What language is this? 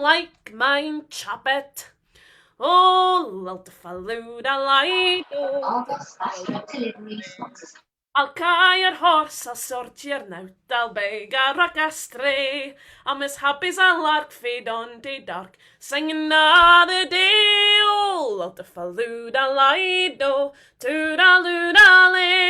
Scots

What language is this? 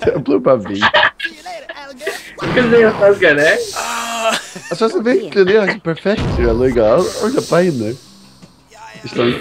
Faroese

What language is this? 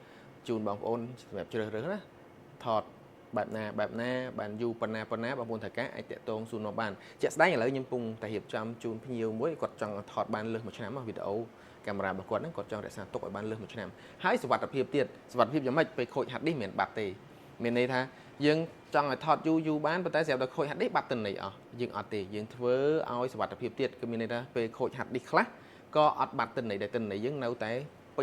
Khmer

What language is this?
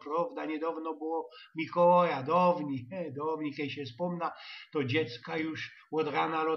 Silesian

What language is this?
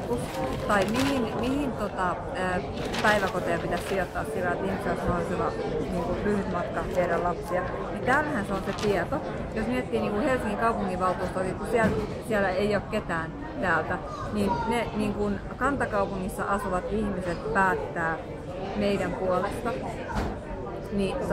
Finnish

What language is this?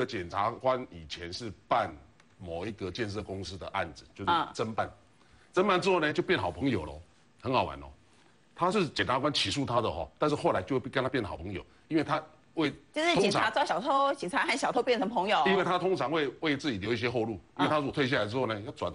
Chinese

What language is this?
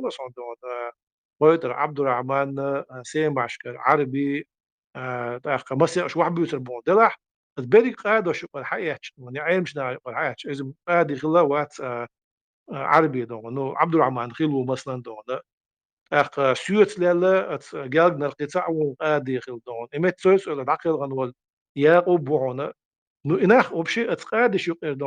Chechen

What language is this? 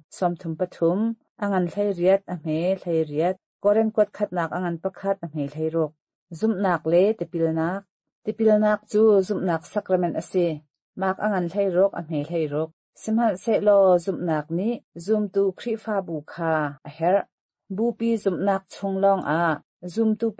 Hakha Chin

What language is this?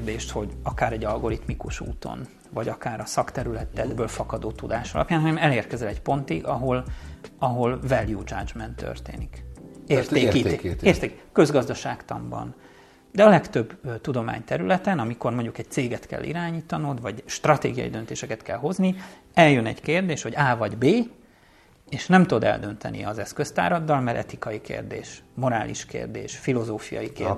Hungarian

